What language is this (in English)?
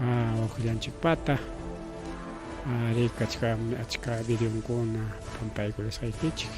Ayacucho Quechua